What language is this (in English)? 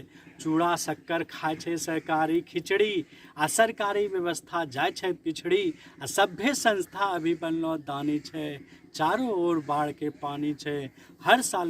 Angika